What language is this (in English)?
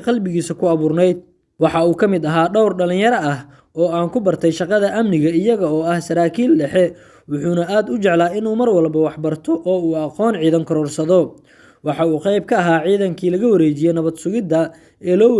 Somali